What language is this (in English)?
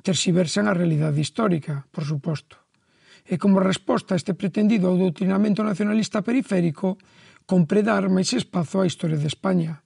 Galician